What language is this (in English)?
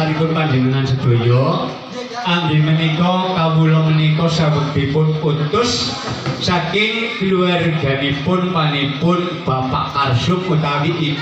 Javanese